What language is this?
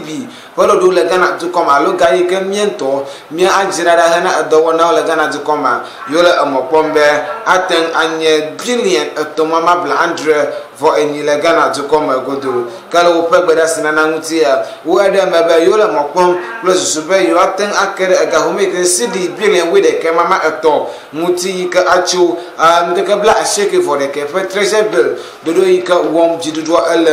Ewe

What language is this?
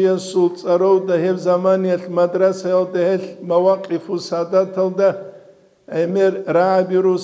Avaric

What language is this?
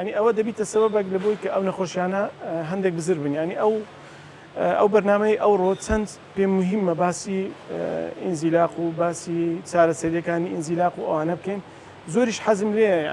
Central Kurdish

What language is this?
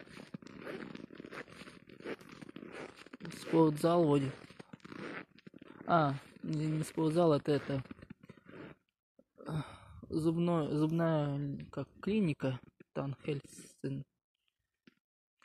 Russian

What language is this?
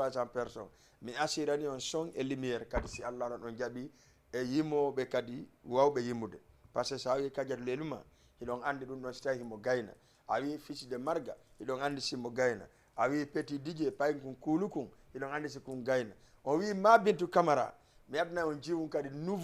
Fula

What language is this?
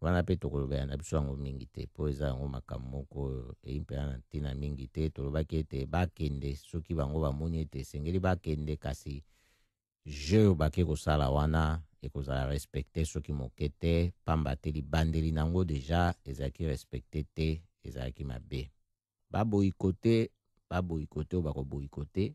Lingala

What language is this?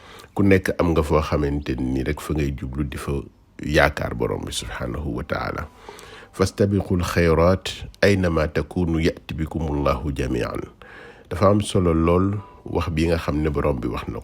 Wolof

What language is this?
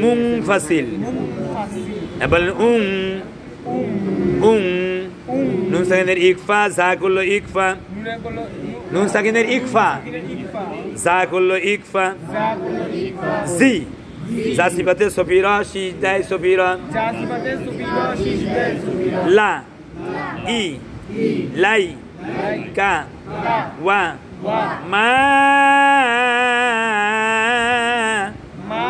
Bangla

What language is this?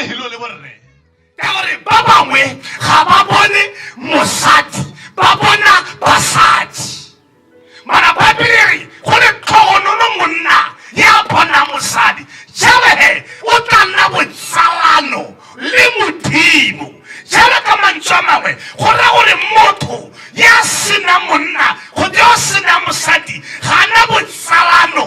Tswana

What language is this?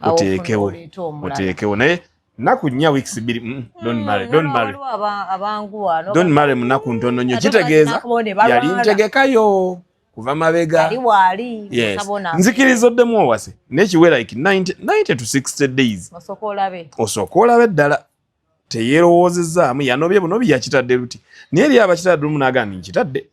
Ganda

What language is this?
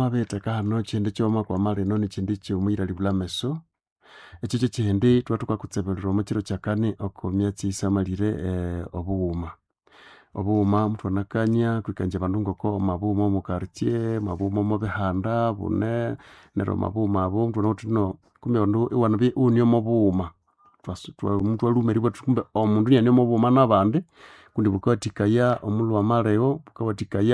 Nande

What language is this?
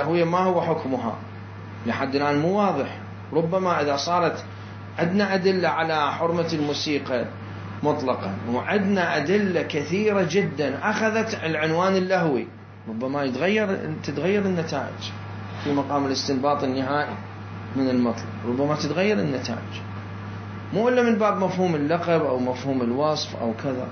Mesopotamian Arabic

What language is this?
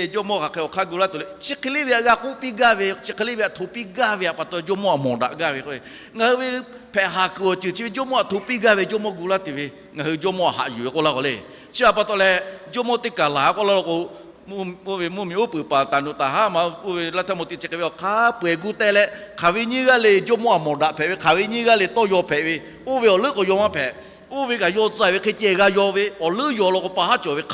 Lahu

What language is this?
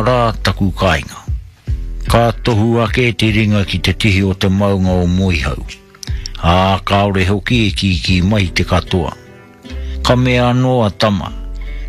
Māori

